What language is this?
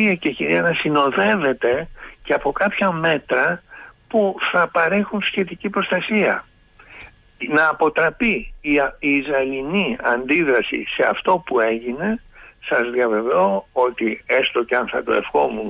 Greek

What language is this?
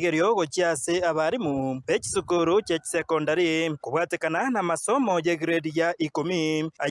Gusii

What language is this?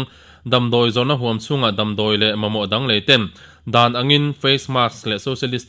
Mizo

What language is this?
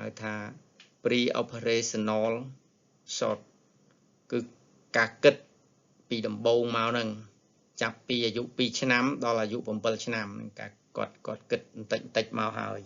Khmer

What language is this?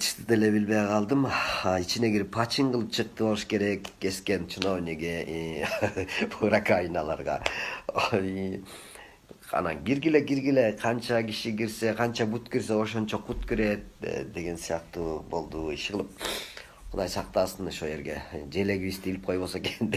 Kyrgyz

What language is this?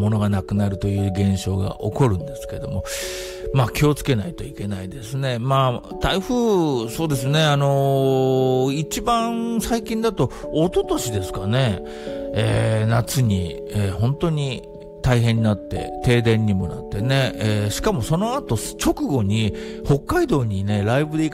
Japanese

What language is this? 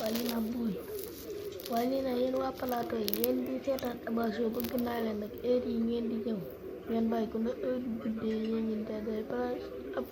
Wolof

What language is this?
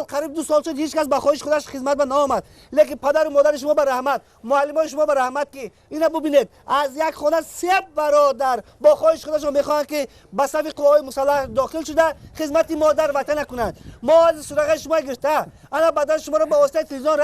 Tajik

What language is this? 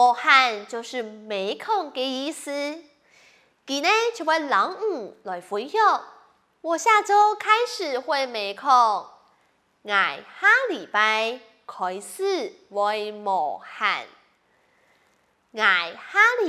Hakka Chinese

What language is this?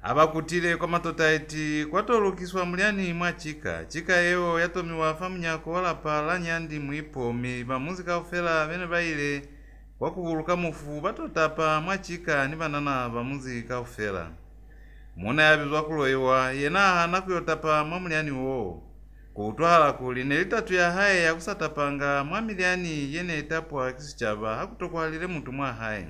Lozi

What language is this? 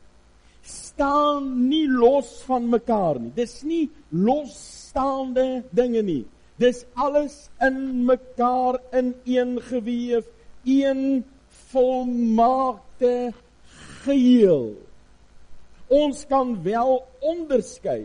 Afrikaans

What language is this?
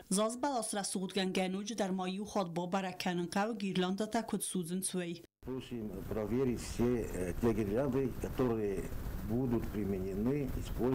Ossetic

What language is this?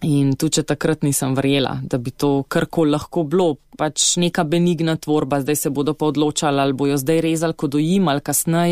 Slovenian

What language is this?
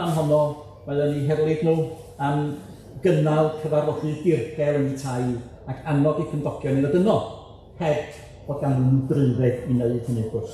Welsh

